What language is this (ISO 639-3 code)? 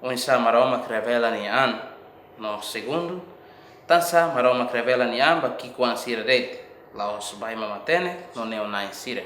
tet